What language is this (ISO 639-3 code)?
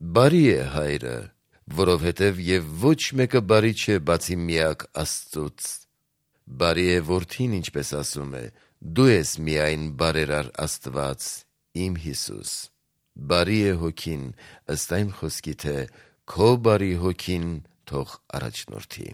hye